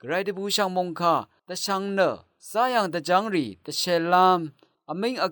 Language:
Rawang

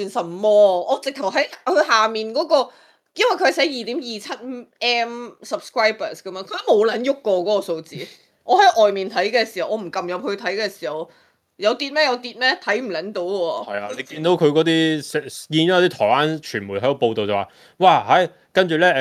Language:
Cantonese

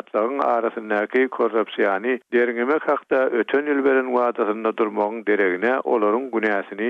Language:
Turkmen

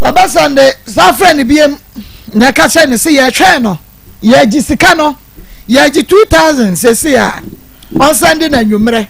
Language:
Akan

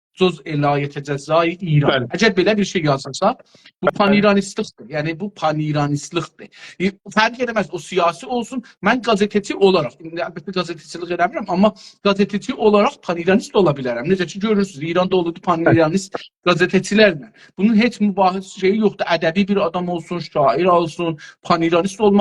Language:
South Azerbaijani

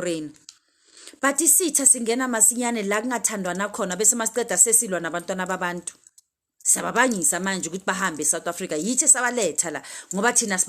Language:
Zulu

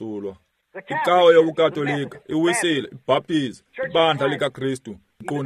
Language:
Xhosa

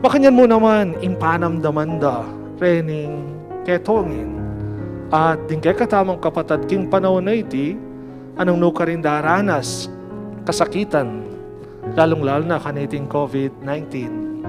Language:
Pampanga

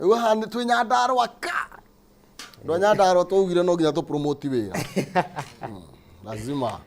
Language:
Kikuyu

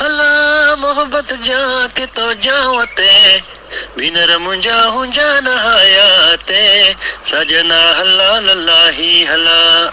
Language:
Eastern Balochi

